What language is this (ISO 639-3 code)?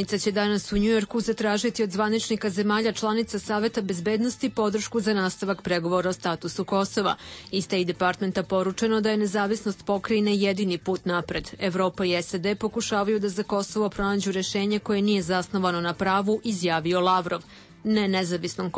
srp